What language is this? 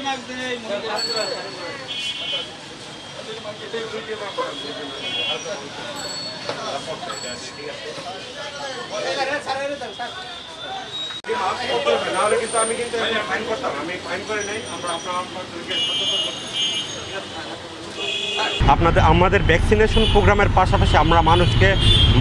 Bangla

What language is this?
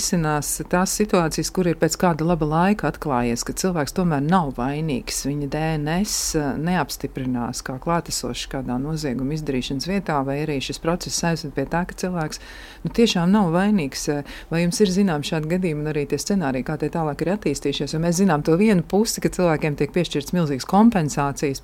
Latvian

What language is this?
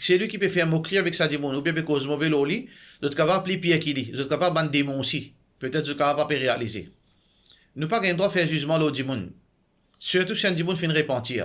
Morisyen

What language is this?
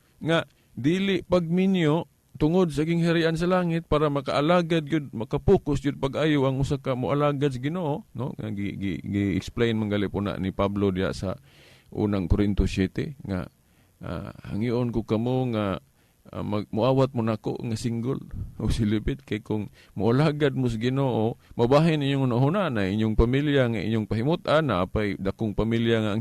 Cebuano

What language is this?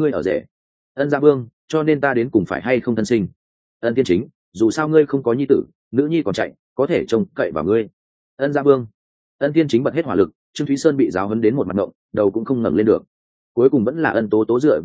Vietnamese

